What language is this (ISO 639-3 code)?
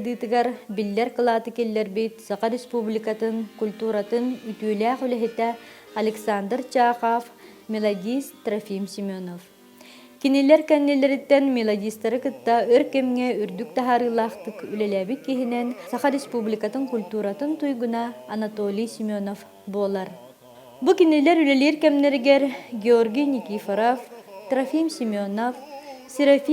sah